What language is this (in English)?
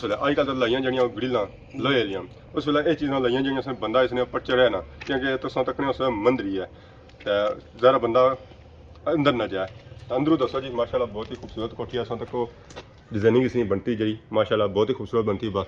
Pahari-Potwari